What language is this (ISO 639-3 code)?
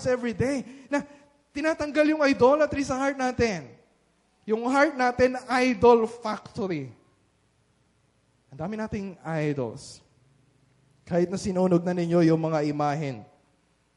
fil